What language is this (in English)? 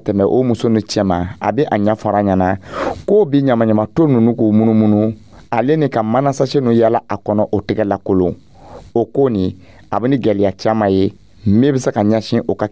Dyula